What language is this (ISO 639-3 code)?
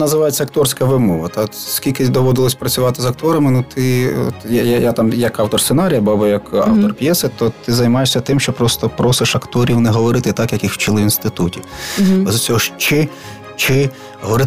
ukr